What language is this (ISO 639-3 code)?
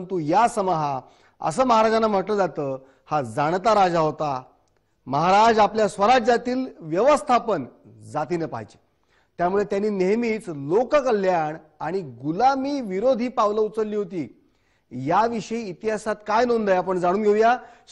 mar